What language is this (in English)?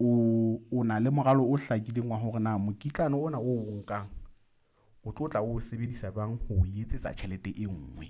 Southern Sotho